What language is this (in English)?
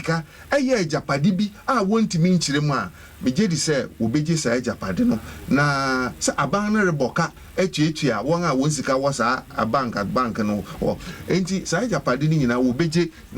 Akan